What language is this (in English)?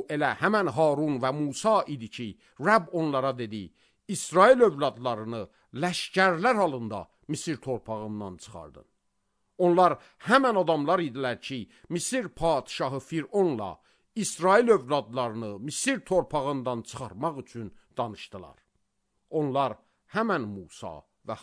Azerbaijani